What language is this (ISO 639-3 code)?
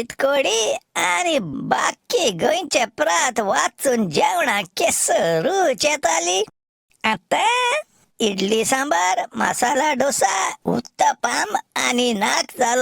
kok